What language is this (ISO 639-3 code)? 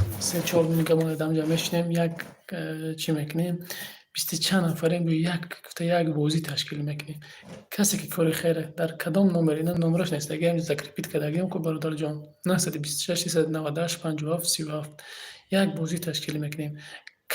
tgk